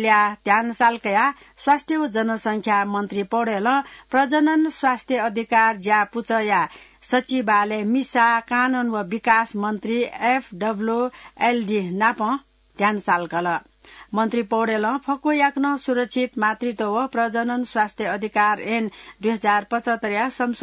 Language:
Newari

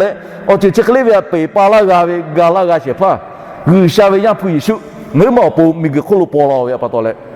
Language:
Lahu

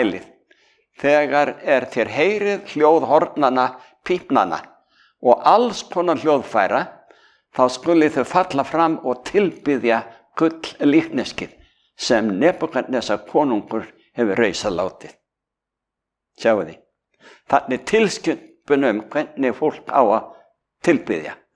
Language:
Icelandic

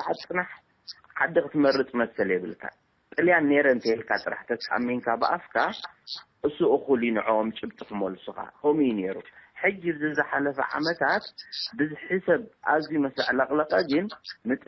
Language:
Tigrinya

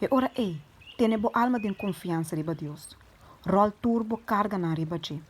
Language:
Papiamento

